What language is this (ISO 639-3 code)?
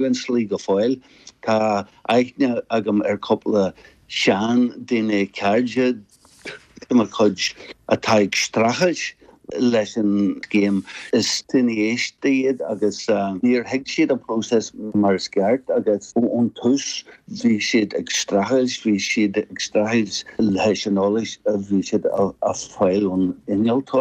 gle